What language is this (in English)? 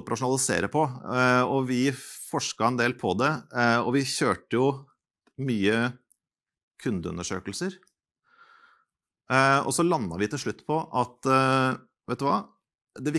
Norwegian